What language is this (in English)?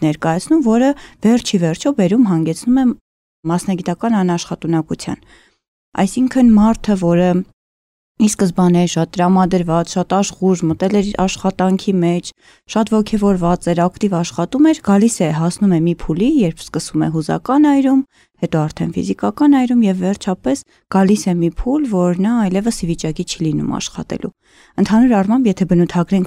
Armenian